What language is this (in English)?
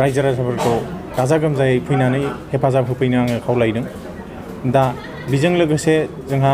Bodo